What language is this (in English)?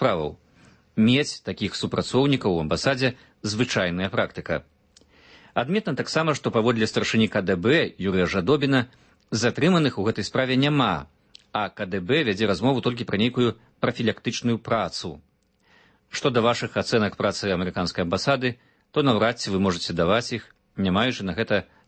Belarusian